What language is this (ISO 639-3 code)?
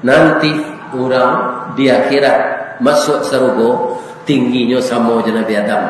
min